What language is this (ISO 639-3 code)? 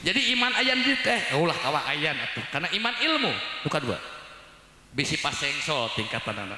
sun